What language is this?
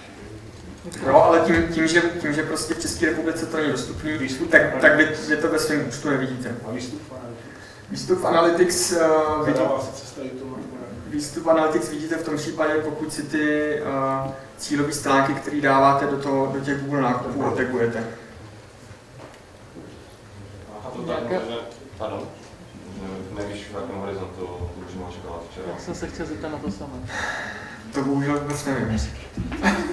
Czech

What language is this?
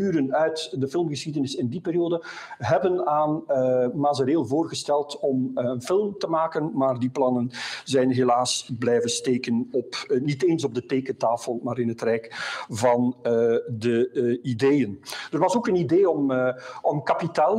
Dutch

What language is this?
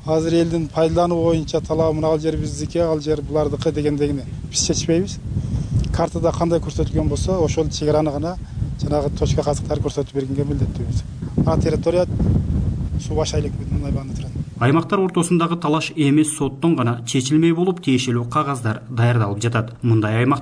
Kyrgyz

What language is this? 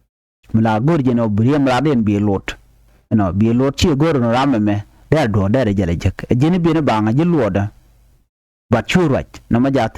Nuer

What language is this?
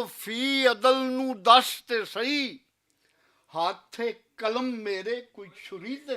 Western Panjabi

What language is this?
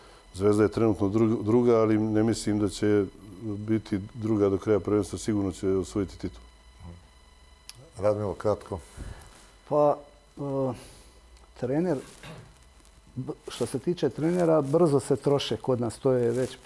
Serbian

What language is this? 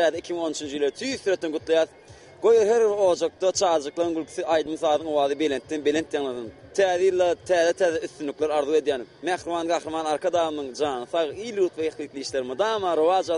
Turkmen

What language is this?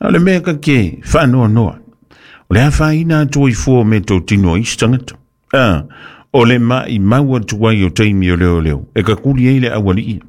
Samoan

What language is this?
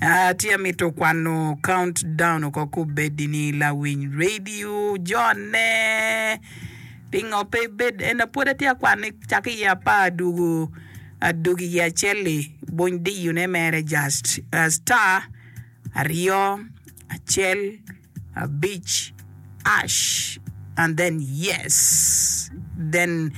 Acoli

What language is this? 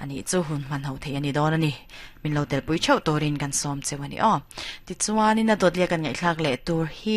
Mizo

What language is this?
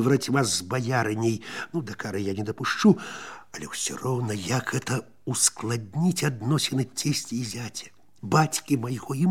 Belarusian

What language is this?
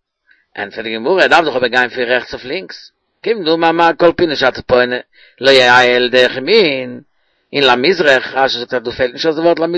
Yiddish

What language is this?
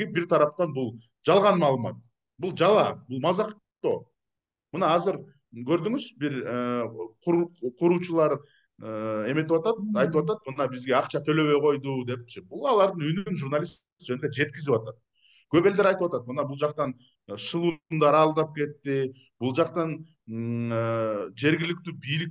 Kyrgyz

